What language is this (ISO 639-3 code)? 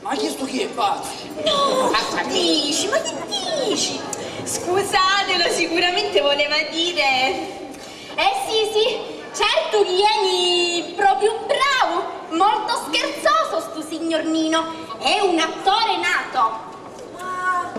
scn